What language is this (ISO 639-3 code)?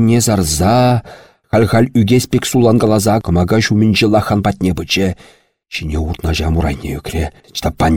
chv